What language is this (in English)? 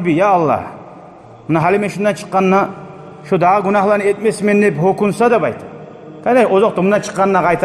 Kumyk